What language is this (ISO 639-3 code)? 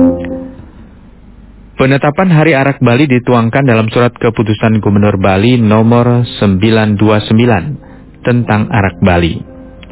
ind